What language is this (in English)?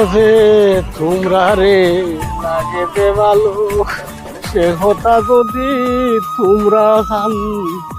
Sylheti